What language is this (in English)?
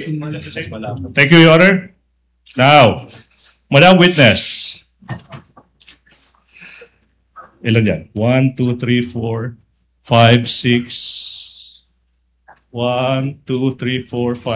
Filipino